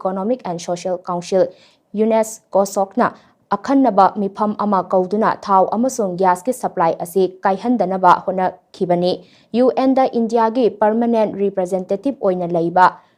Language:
Manipuri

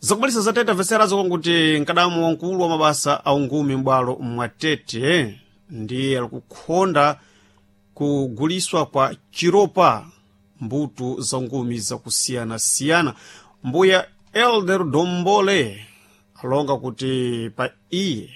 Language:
Sena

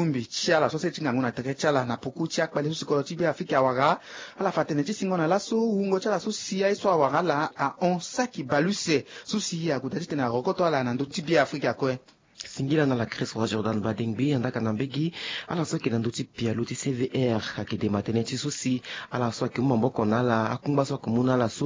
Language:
Sango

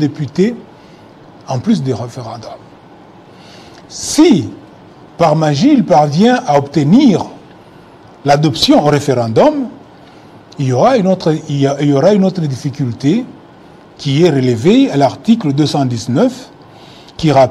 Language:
French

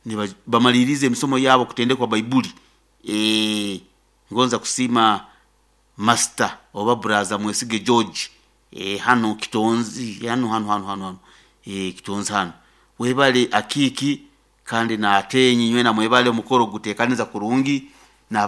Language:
Nyoro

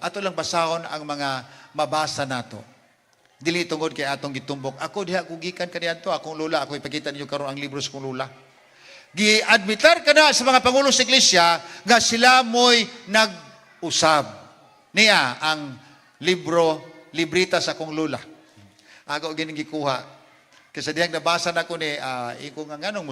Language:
Cebuano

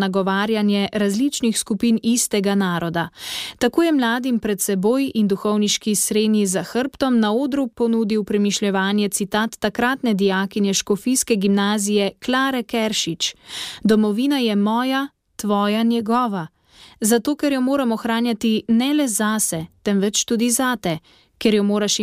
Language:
Slovenian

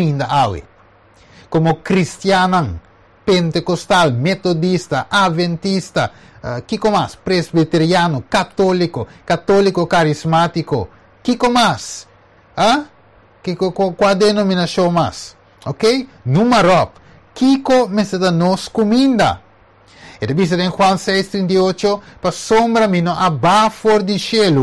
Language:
Papiamento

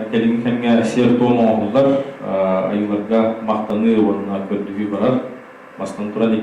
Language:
Yakut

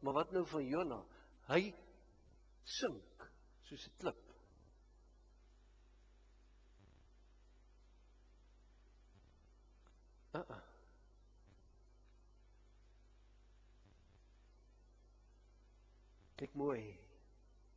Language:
Afrikaans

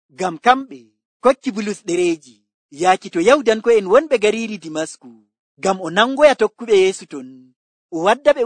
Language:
Nigerian Fulfulde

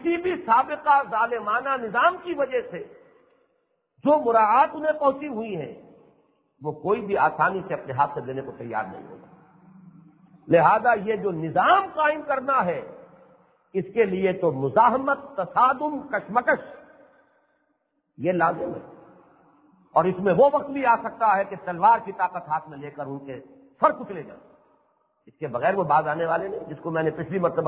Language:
Urdu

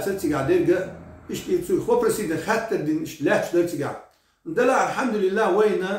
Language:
Chechen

